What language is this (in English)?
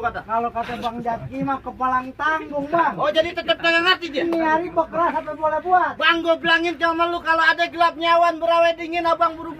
Betawi